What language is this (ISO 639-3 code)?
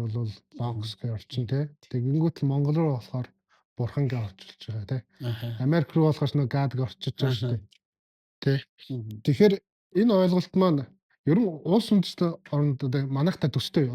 mon